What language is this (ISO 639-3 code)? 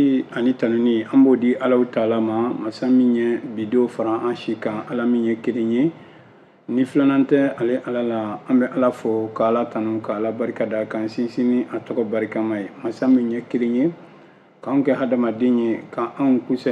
bam